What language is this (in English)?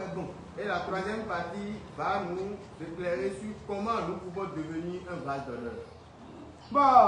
Fon